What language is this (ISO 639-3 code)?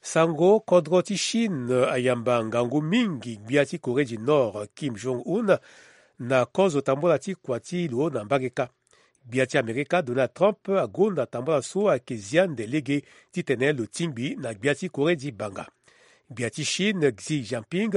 sag